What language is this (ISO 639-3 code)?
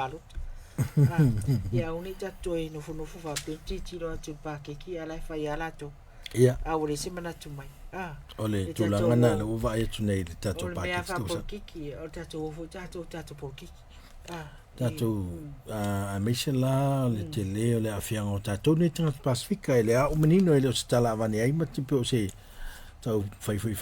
smo